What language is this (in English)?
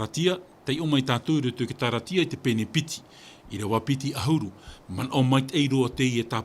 Tahitian